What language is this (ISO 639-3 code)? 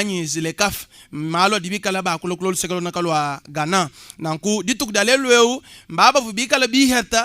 lua